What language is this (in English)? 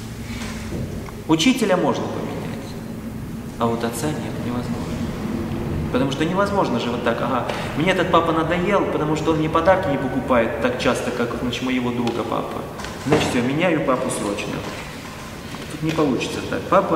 Russian